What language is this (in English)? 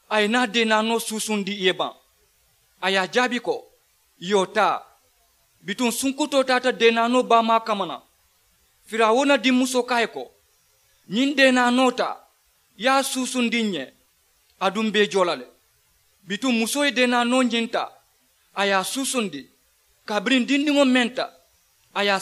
Mandingo